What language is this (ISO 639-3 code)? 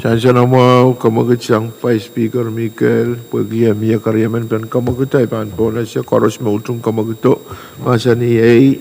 pon